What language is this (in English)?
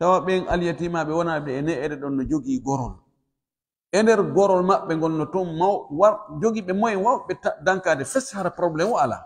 Pular